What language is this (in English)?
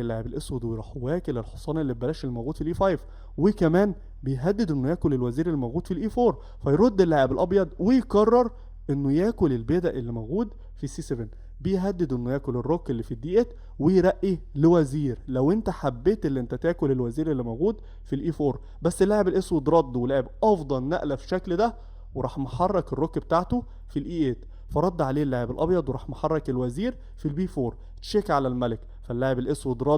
Egyptian Arabic